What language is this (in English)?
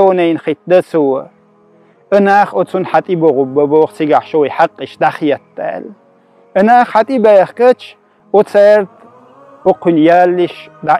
Chechen